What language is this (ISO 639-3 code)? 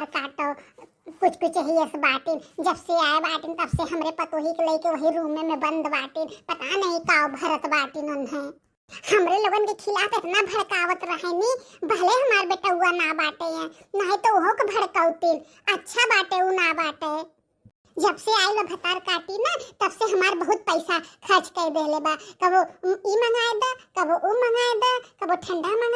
bho